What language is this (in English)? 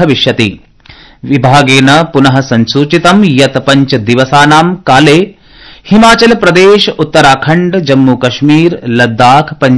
Sanskrit